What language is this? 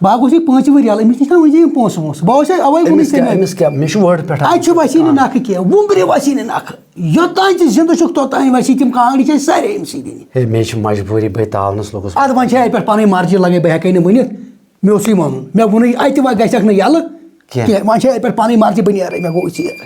Kashmiri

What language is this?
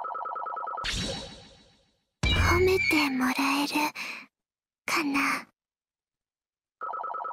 Japanese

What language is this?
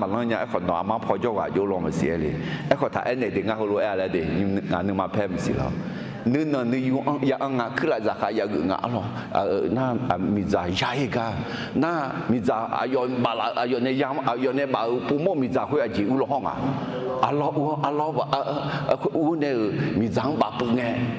Akha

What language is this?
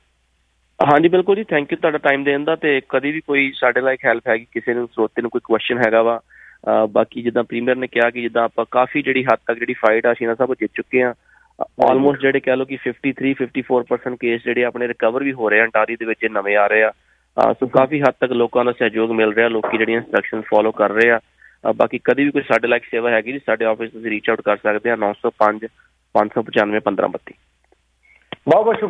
Punjabi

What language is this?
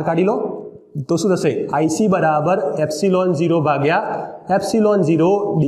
Gujarati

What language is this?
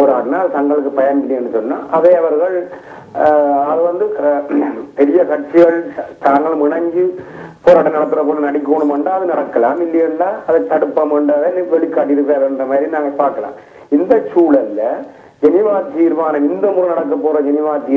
Tamil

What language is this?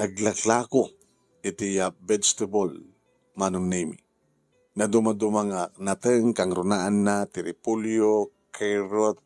Iloko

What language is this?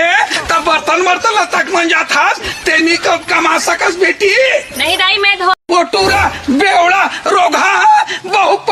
Chhattisgarhi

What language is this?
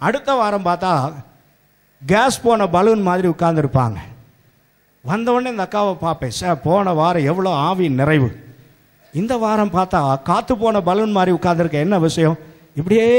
Tamil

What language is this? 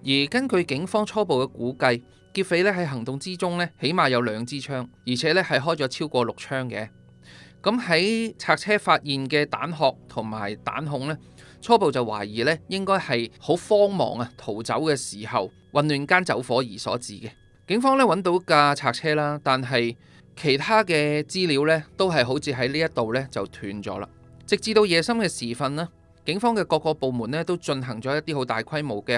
Cantonese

